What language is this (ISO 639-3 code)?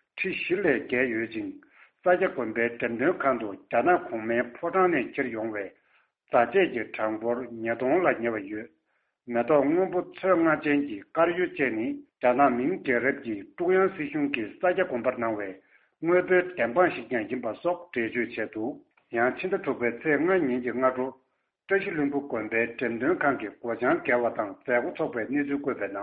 bod